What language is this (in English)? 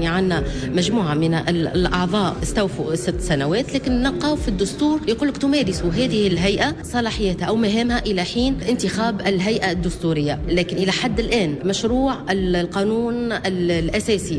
Tunisian Arabic